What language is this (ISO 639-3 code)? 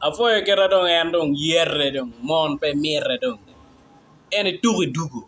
ach